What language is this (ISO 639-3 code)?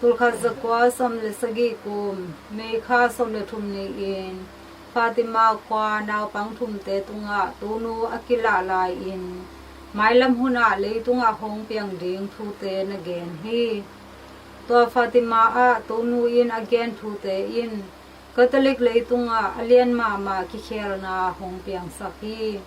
ctd